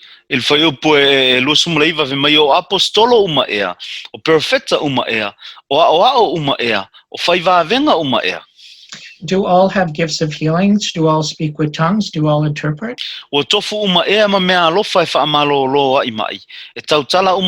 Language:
Samoan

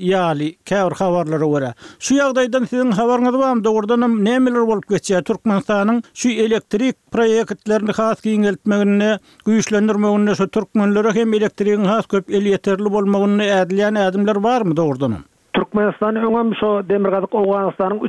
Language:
Turkmen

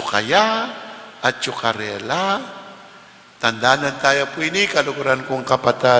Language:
Pampanga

